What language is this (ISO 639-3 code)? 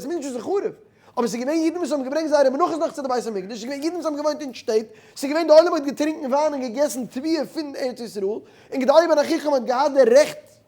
yid